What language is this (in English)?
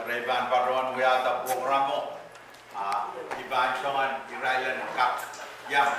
Pohnpeian